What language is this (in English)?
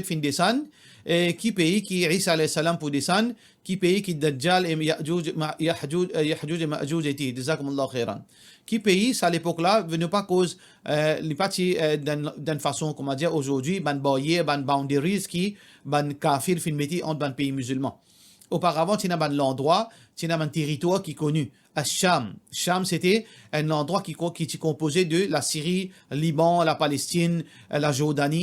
Morisyen